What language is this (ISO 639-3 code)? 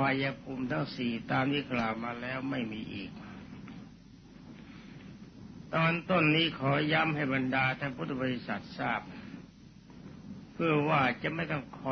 tha